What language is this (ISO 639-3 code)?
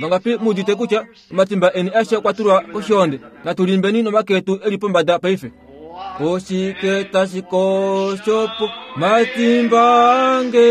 kua